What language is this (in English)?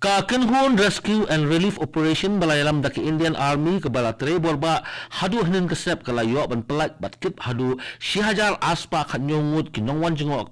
Khasi